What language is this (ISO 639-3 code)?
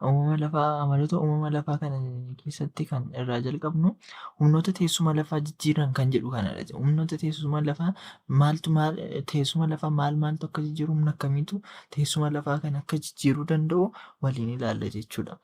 orm